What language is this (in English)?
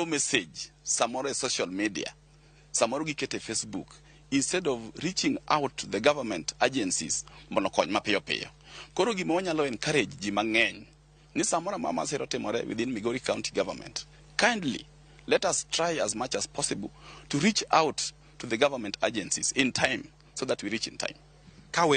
Luo (Kenya and Tanzania)